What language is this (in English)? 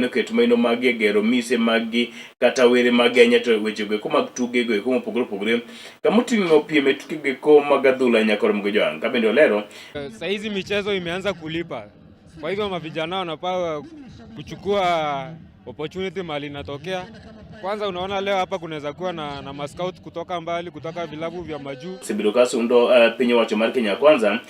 Luo (Kenya and Tanzania)